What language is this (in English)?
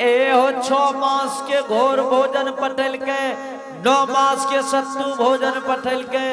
Angika